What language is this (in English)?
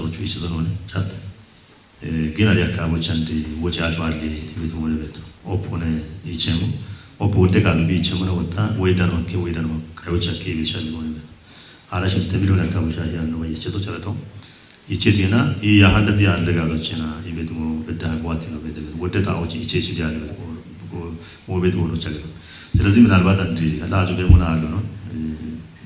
Kafa